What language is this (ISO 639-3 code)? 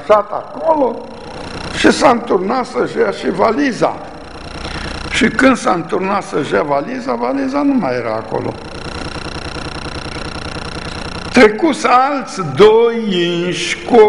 ron